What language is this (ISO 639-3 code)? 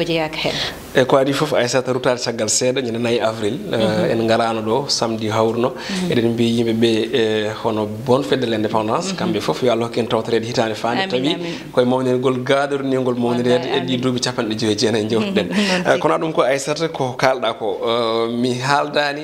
ful